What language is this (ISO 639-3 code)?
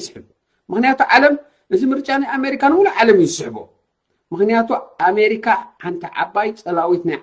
tir